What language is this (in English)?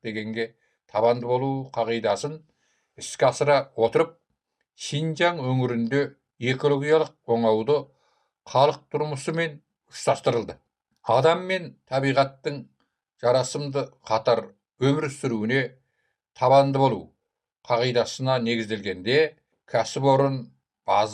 Kazakh